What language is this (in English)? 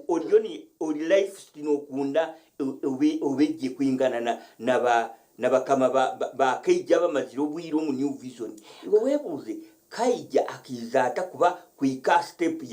Nyankole